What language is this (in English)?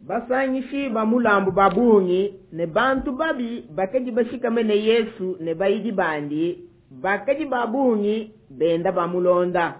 Luba-Lulua